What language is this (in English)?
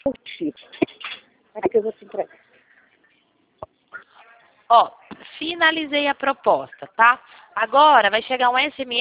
Portuguese